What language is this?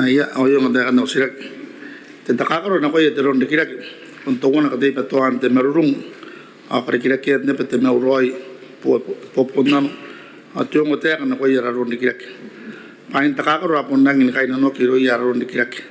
Gilbertese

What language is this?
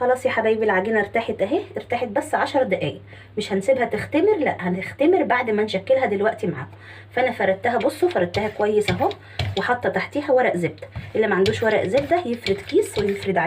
Egyptian Arabic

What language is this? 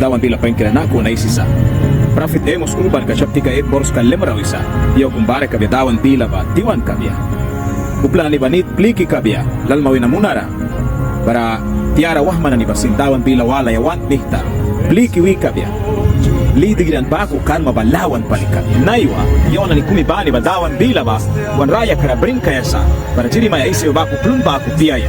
Mískito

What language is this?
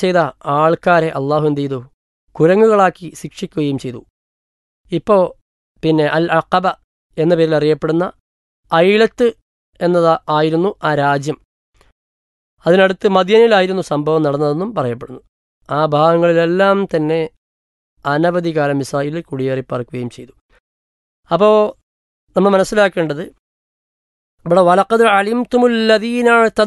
Malayalam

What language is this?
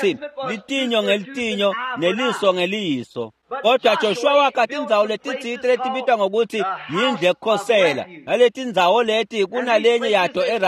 Swati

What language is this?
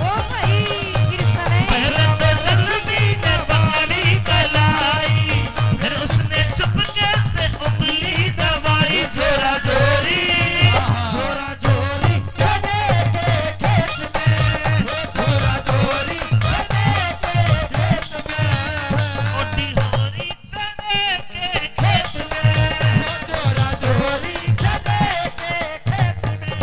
Haryanvi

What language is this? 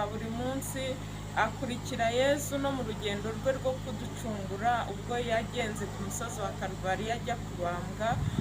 Kinyarwanda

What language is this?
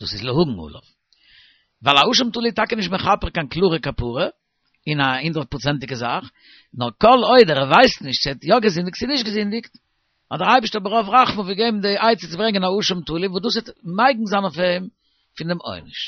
Yiddish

